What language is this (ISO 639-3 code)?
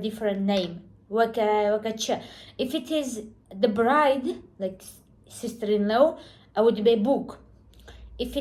kur